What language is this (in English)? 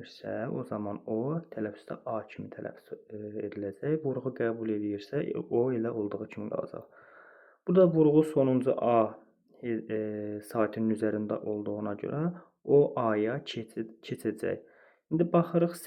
Azerbaijani